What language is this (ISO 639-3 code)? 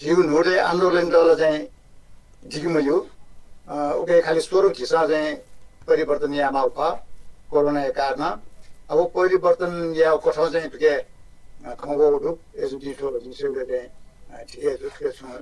new